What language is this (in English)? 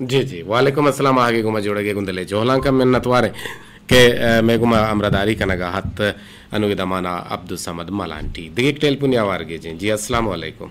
Eastern Balochi